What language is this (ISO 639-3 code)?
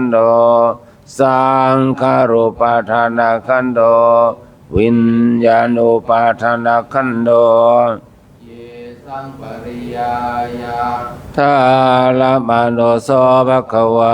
pli